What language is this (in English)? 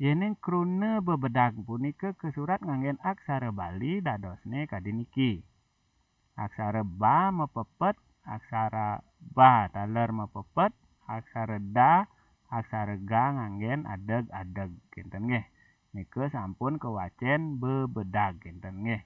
Balinese